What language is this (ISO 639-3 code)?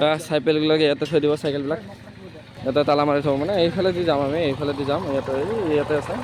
asm